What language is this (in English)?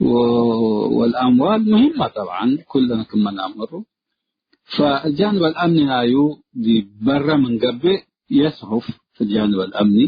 Tigre